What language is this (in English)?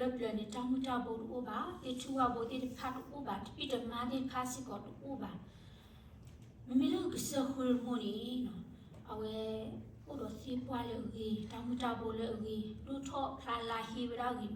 S'gaw Karen